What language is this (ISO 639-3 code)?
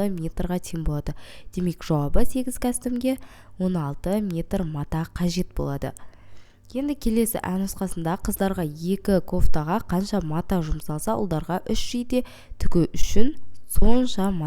kaz